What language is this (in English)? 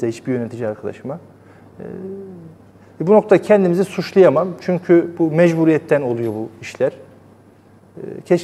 Turkish